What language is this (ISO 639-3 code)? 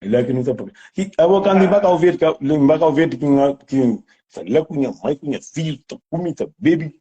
kea